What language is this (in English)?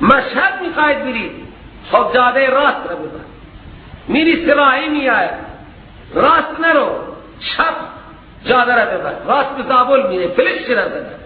Persian